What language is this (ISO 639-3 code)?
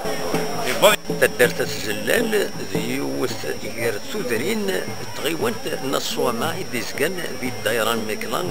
kab